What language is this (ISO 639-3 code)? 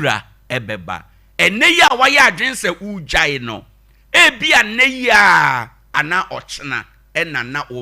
aka